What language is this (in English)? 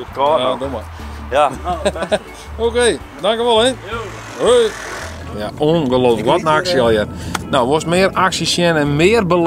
Western Frisian